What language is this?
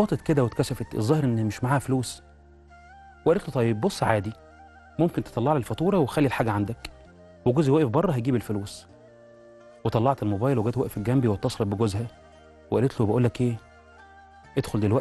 Egyptian Arabic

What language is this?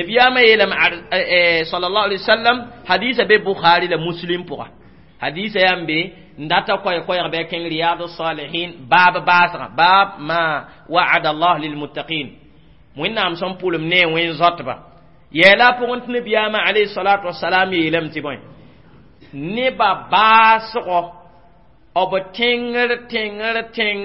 Mossi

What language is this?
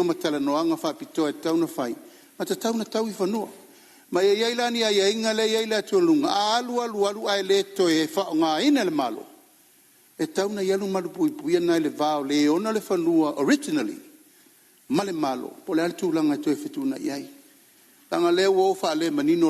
Samoan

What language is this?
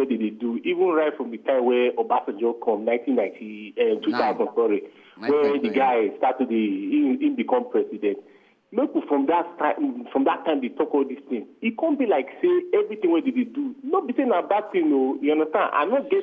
Nigerian Pidgin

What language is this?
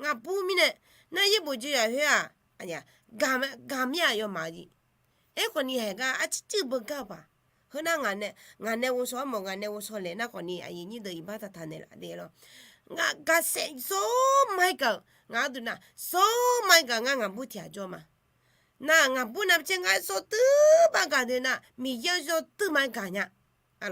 Akha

